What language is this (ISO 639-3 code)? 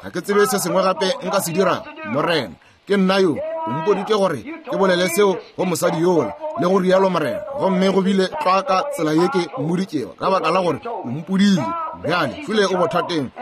nso